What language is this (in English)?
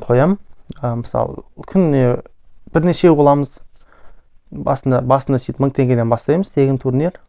Kazakh